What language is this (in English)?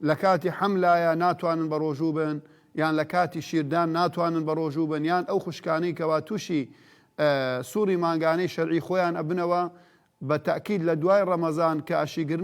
Central Kurdish